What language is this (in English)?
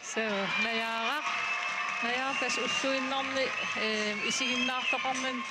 Kalaallisut